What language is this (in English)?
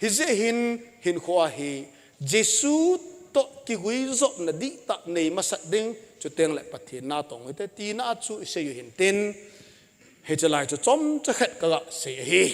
Thado Chin